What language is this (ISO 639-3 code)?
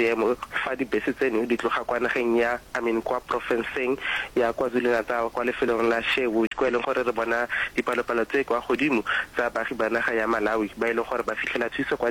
nso